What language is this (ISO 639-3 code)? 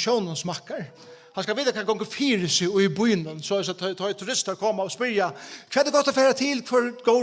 fao